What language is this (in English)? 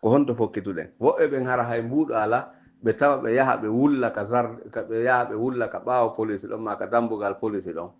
Fula